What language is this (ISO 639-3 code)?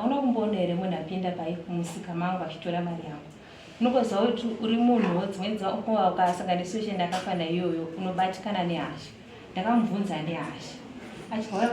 sna